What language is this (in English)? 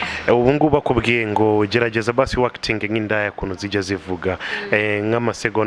Kinyarwanda